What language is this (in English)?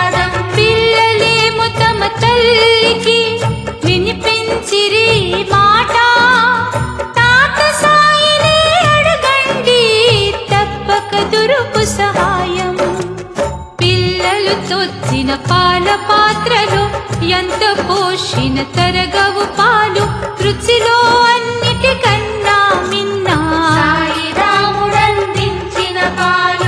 Telugu